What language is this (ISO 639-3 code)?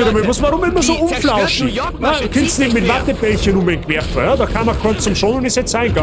bar